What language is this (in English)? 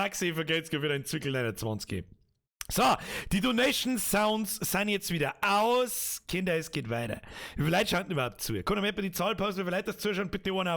Bavarian